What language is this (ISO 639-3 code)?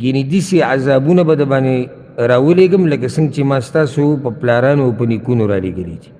pus